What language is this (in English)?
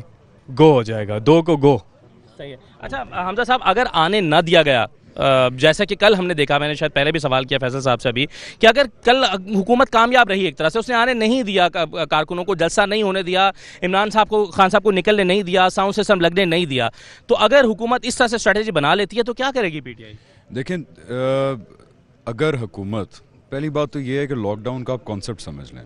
Urdu